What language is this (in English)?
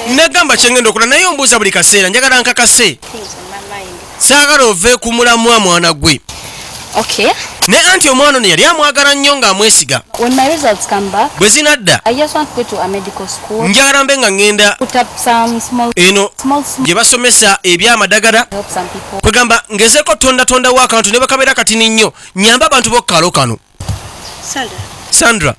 Ganda